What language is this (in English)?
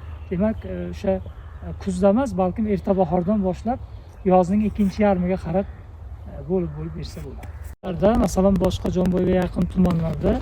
Uzbek